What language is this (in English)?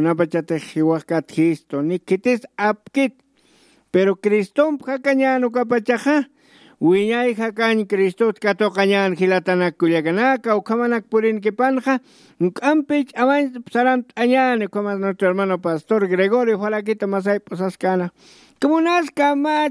Aymara